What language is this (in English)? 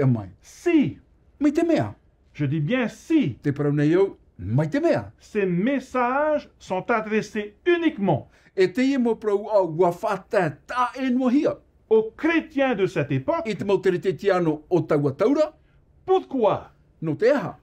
Tahitian